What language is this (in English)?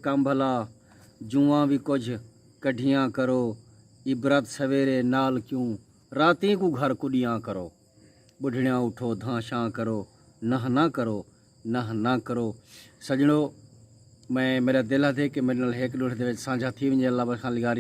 Saraiki